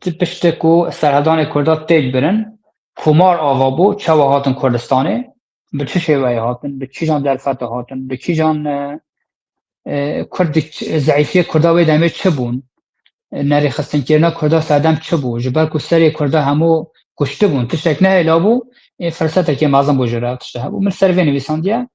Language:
Kurdish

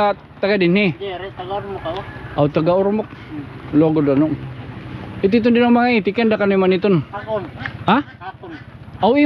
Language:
Waray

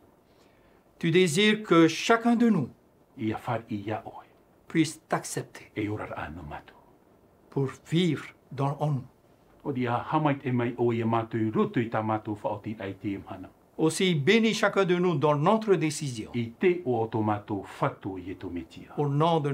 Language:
Tahitian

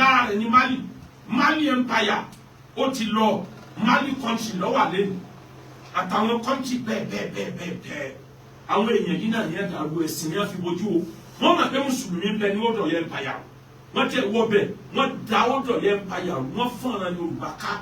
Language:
Yoruba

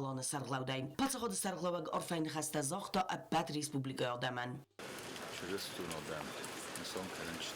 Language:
Ossetic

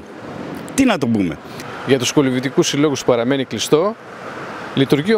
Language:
Greek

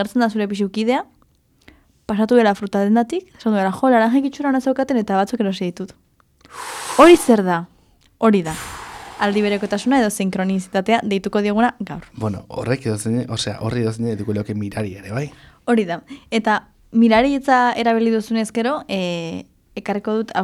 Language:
Basque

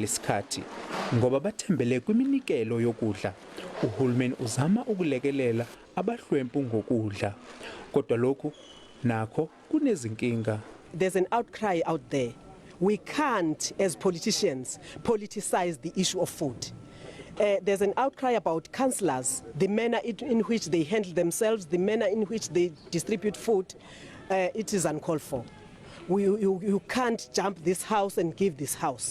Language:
Zulu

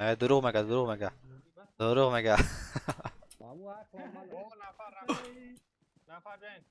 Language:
Persian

